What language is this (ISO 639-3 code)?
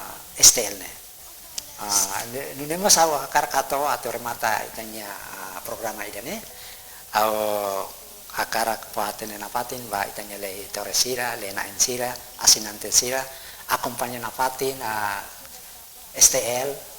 tet